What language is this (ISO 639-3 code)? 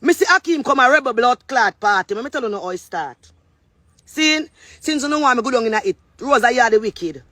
jam